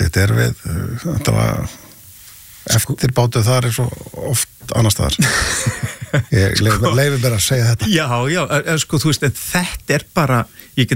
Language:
Icelandic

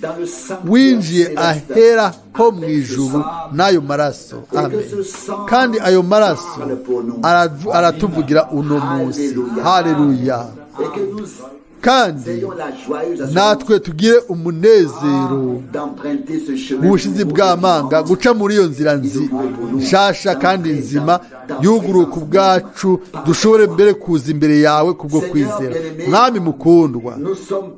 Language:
Rundi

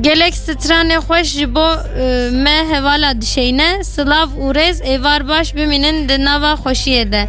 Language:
Kurdish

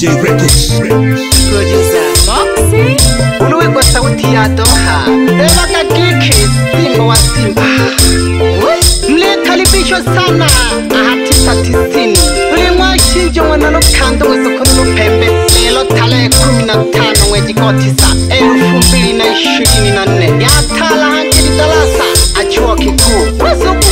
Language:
Swahili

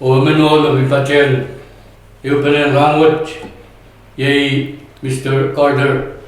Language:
Pohnpeian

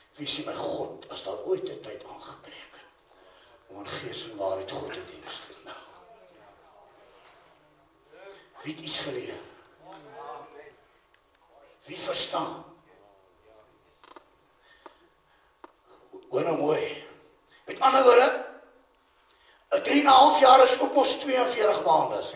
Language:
Afrikaans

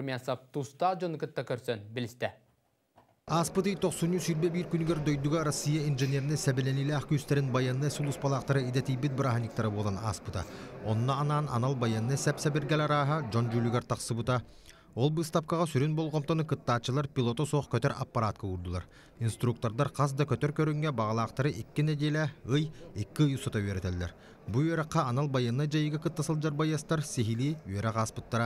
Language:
Yakut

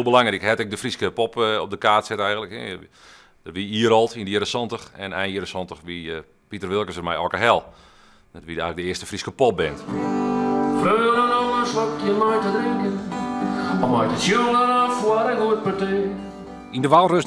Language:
Western Frisian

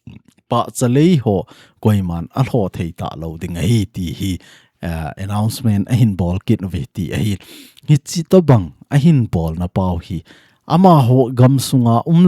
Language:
Thado Chin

